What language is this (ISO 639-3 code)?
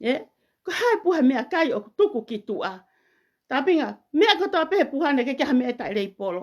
ton